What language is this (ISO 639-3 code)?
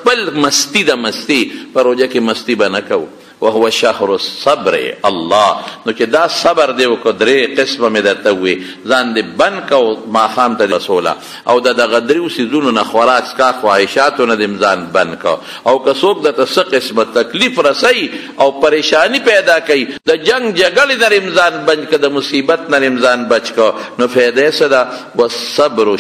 pus